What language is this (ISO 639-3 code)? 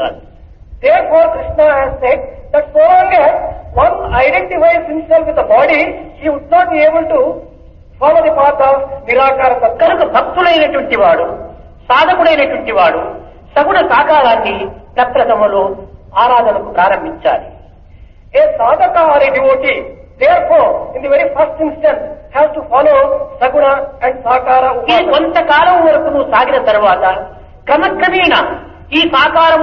tel